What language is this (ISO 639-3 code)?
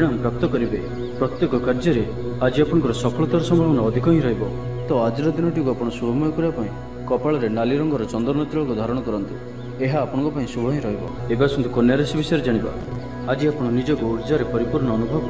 ori